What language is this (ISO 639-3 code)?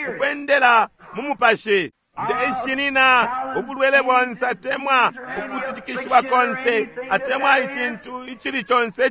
bem